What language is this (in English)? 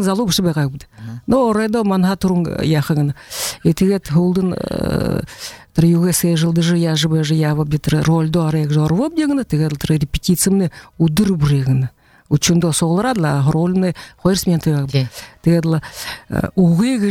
Buriat